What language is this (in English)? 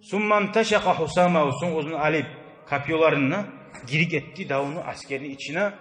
Kumyk